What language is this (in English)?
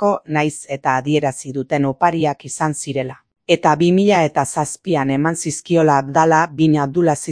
Basque